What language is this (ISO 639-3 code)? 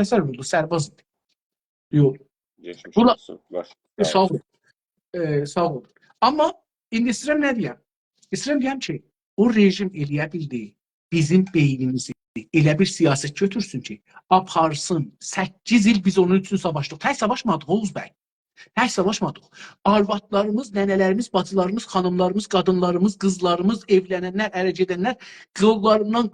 azb